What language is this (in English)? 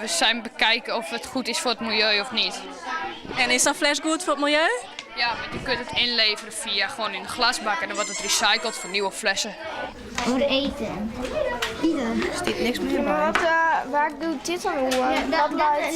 Western Frisian